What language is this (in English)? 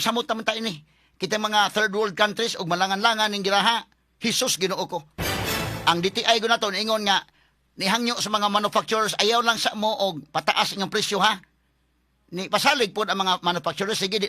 Cebuano